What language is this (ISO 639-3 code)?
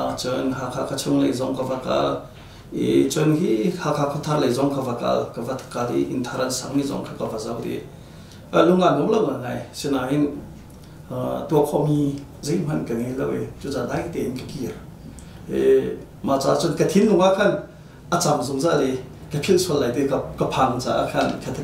cnh